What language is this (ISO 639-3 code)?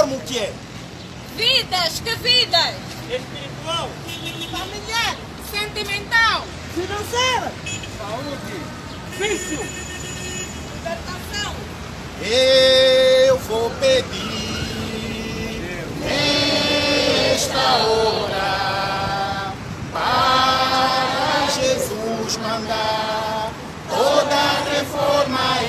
por